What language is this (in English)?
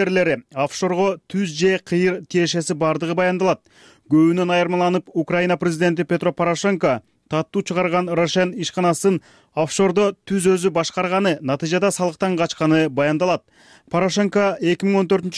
Kyrgyz